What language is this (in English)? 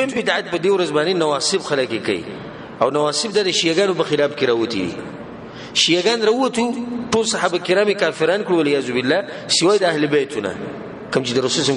Pashto